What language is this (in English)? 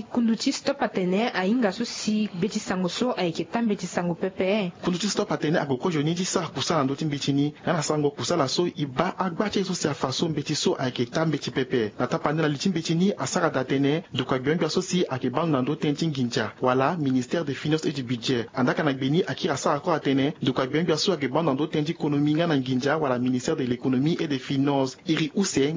Sango